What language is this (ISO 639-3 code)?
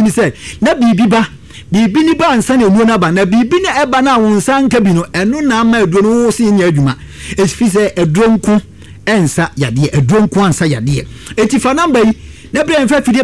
aka